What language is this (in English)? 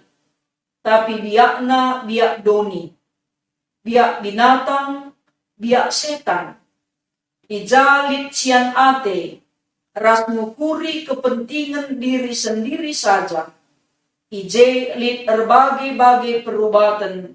Batak Karo